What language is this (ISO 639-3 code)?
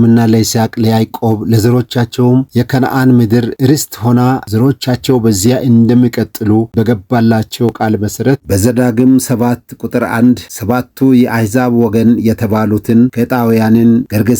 amh